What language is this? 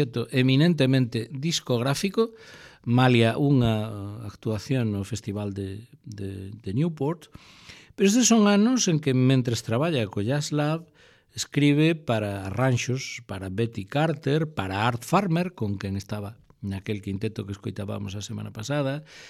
Galician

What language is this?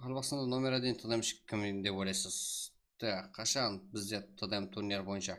Kara-Kalpak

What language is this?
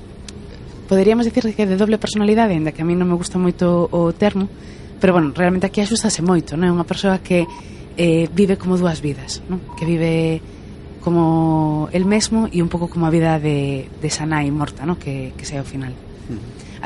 Galician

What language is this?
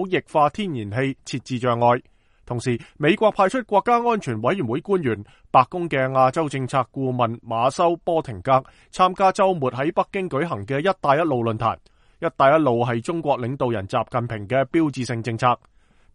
Cantonese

